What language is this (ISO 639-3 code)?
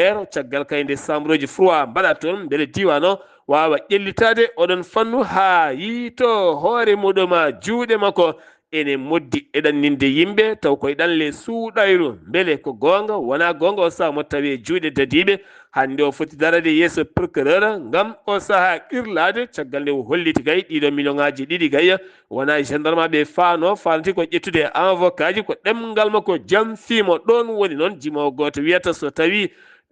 ful